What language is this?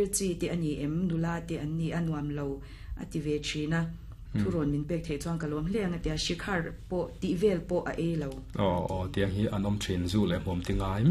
Mizo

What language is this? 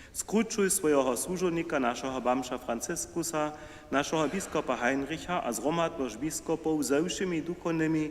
Upper Sorbian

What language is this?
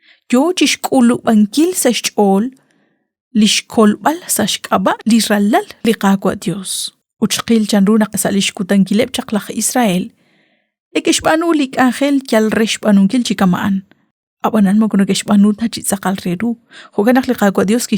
Kekchí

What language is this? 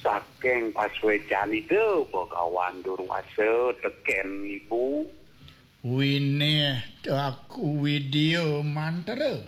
Balinese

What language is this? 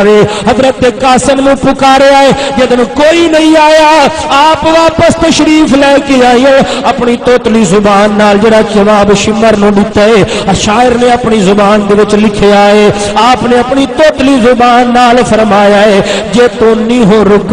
Saraiki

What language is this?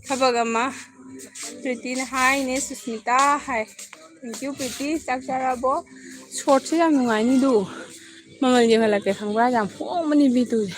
Manipuri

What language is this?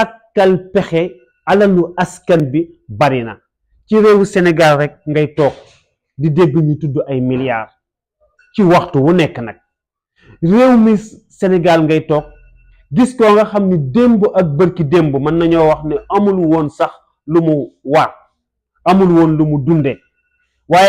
Wolof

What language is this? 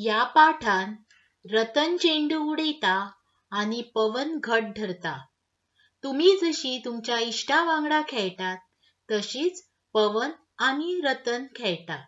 Konkani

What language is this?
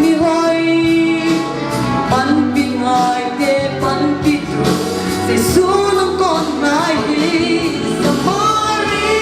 Paite Chin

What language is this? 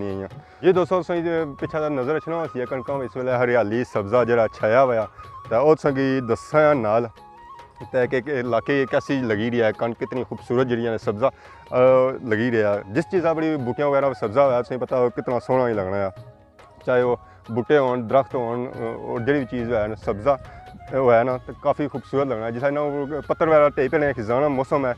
Pahari-Potwari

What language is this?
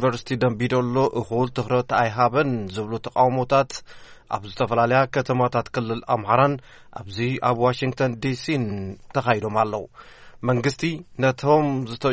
Tigrinya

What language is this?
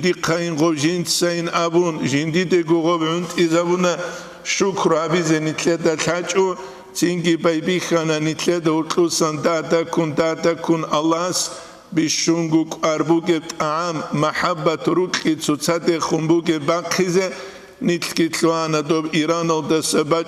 Avaric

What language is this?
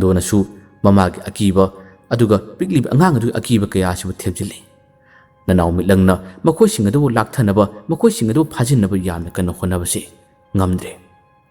Manipuri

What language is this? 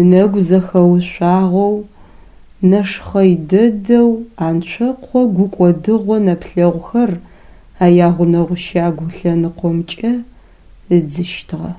Adyghe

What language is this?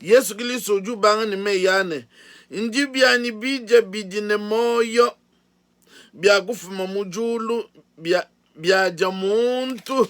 Luba-Lulua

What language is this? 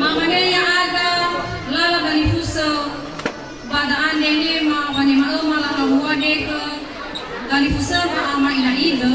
Nias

